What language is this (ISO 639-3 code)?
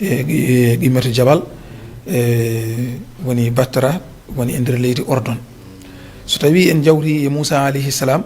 ful